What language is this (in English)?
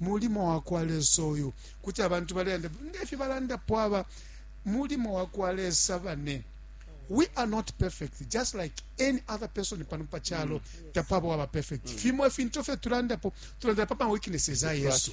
Bemba